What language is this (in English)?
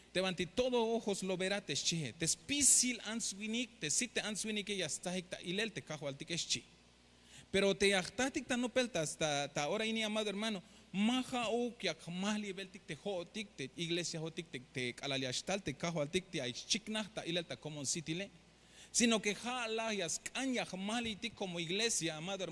Tzeltal